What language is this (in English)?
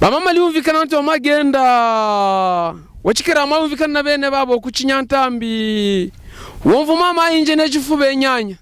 Havu